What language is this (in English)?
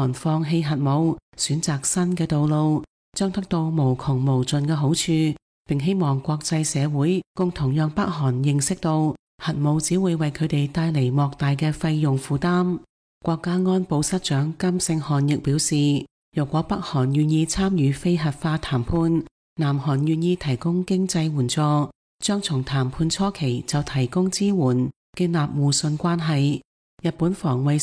Cantonese